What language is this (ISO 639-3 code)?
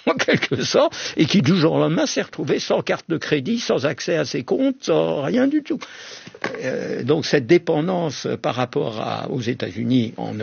fra